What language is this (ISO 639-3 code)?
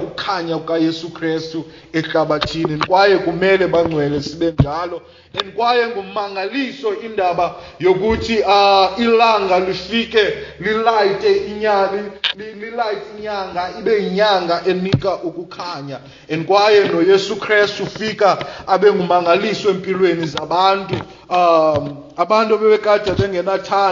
xho